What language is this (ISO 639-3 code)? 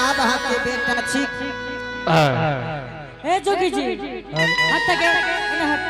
anp